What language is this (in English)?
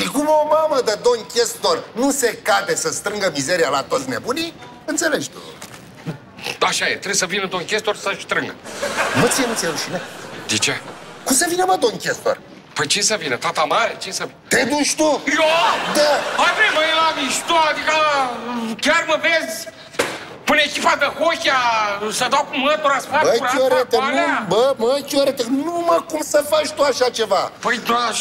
Romanian